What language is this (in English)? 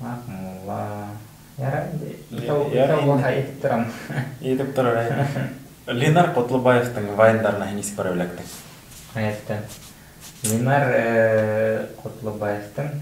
Bashkir